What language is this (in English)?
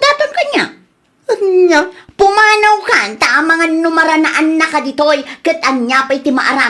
Iloko